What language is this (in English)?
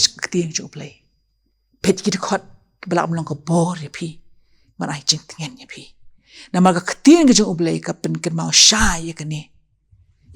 Khasi